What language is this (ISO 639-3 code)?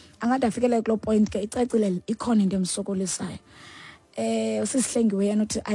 xho